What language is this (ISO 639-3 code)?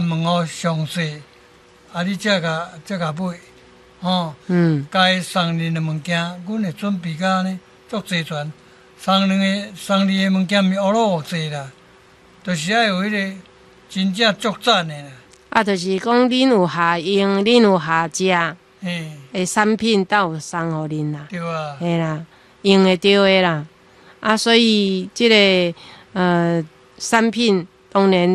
nan